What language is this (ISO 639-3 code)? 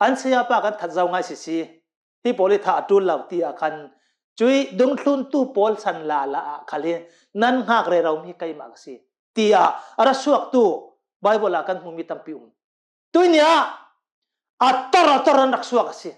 cnh